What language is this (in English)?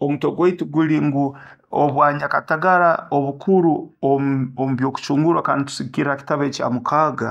Nyoro